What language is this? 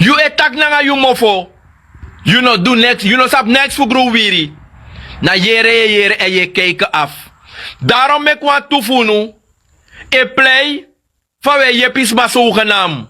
Sranan Tongo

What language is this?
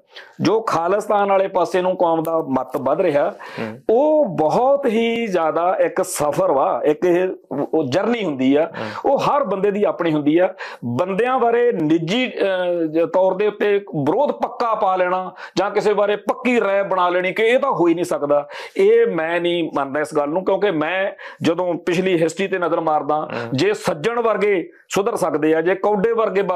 Punjabi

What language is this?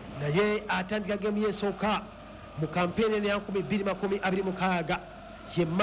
Ganda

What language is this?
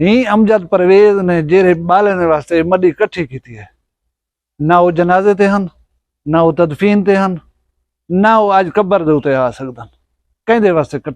Saraiki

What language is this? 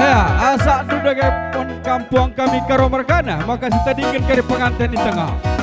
Batak Karo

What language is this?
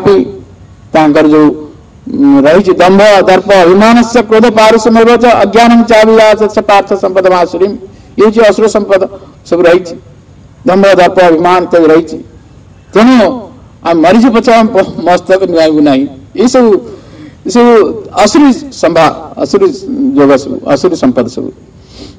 Odia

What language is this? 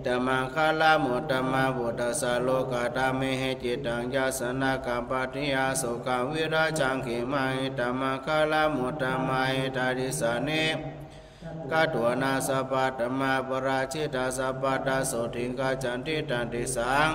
Pali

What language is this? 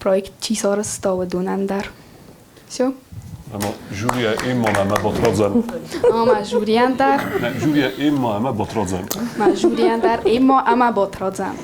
Ossetic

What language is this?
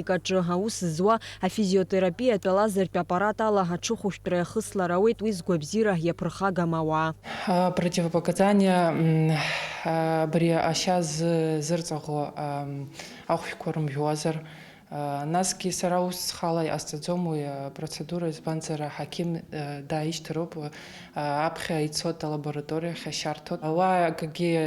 Abkhazian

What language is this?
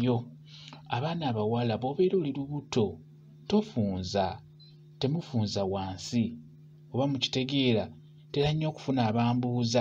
Ganda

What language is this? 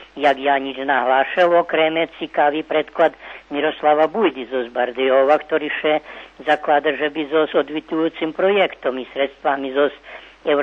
Rusyn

